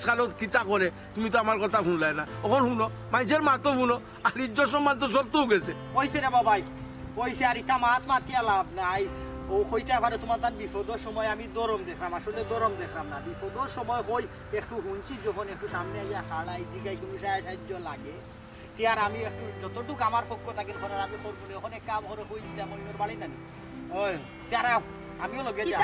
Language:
Sylheti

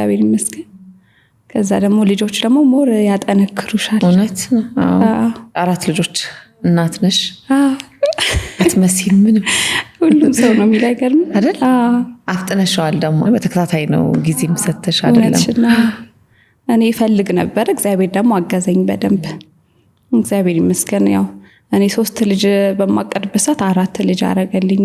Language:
Amharic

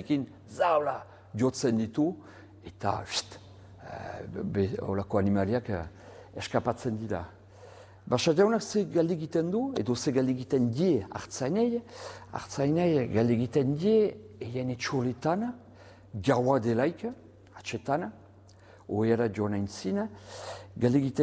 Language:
Basque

